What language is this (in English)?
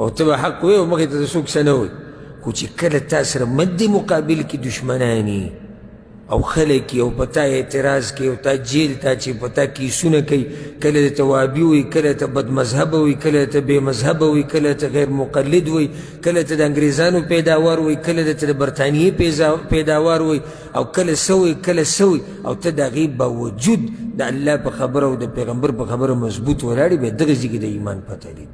Pashto